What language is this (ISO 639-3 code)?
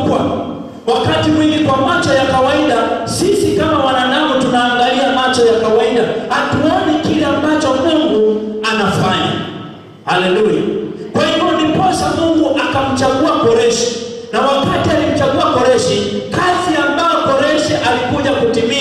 swa